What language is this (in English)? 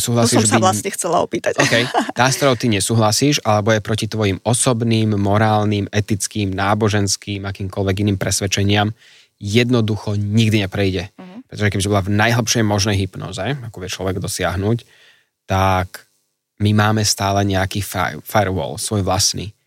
Slovak